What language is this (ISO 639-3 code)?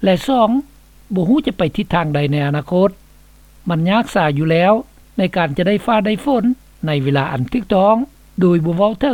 lao